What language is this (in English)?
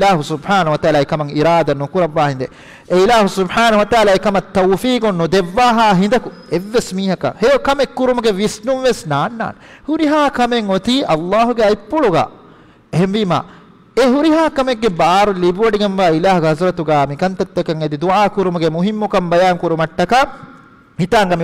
Divehi